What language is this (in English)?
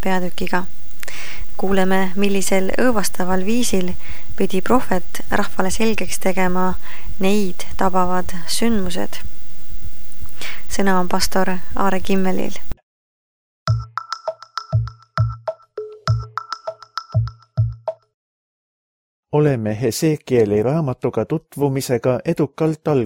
Estonian